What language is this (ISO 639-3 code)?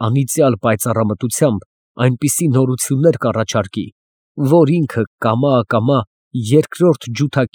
hye